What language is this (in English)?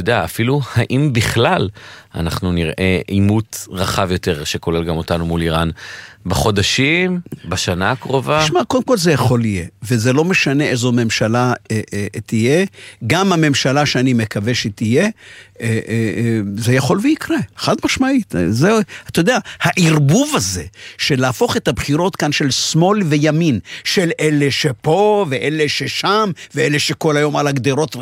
Hebrew